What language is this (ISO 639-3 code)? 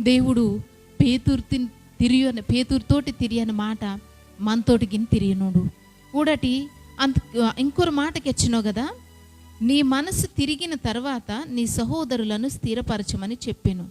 kff